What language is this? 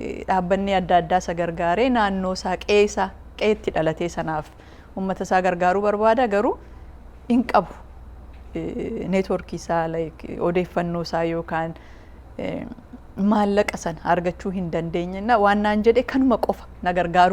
Oromo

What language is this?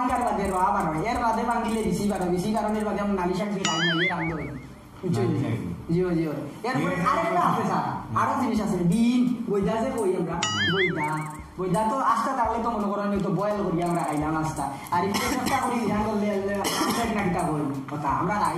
Sylheti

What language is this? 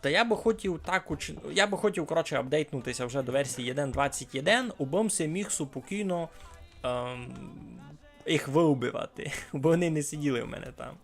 Rusyn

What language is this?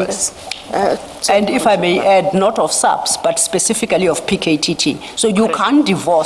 Venda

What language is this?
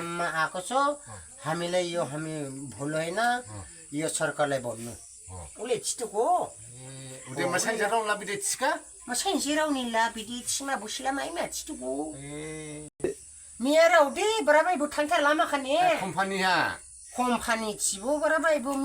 Dimasa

